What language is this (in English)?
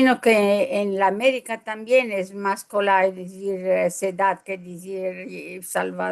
Ladino